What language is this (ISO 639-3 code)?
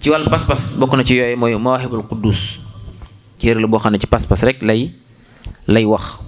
wol